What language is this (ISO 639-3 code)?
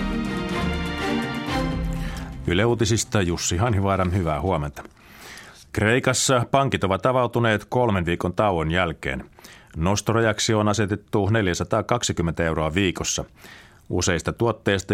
fin